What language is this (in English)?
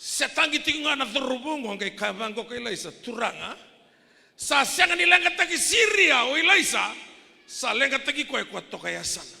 Fijian